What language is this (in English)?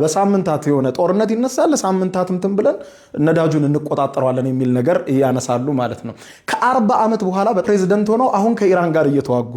Amharic